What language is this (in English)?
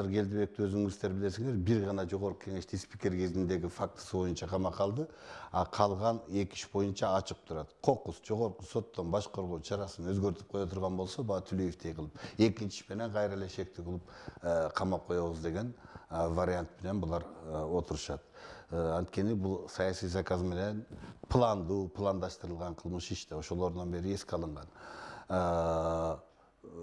Kyrgyz